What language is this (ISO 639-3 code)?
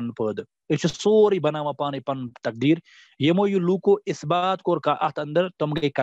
kas